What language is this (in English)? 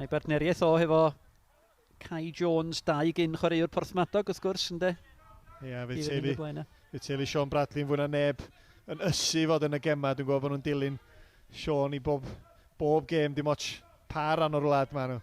Welsh